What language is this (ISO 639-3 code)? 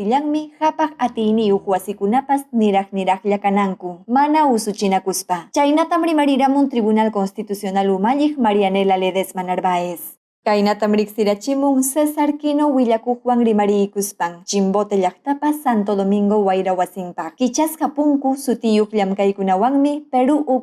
quy